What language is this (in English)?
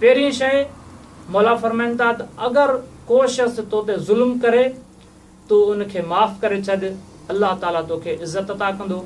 Sindhi